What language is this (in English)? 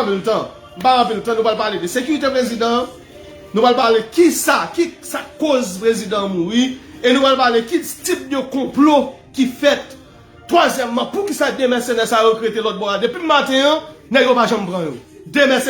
Haitian Creole